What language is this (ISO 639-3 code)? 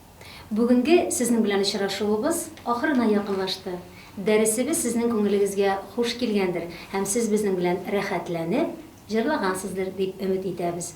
tat